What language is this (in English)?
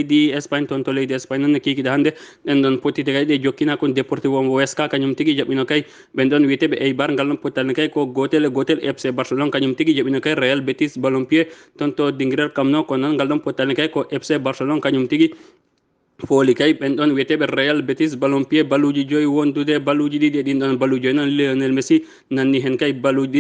Fula